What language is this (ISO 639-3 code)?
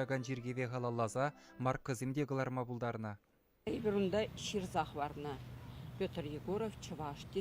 chv